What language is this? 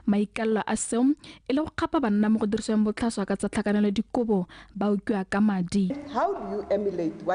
Tswana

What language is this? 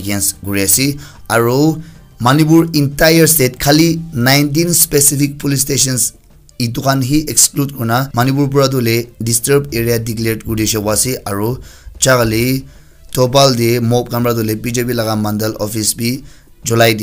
Naga Pidgin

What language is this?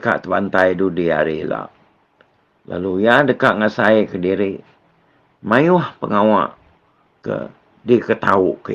Iban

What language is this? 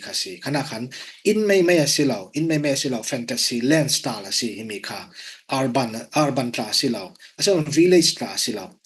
Falam Chin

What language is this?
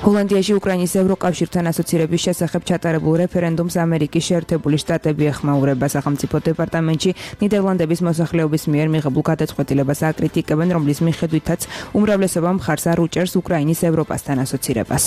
Georgian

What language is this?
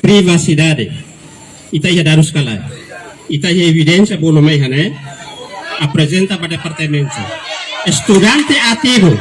Tetum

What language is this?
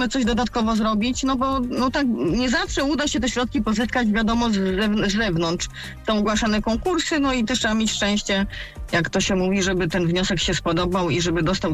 Polish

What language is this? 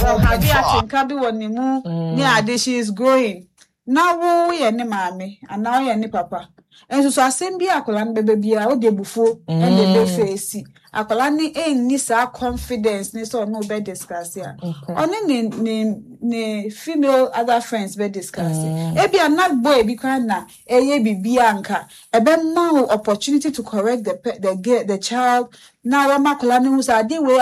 Akan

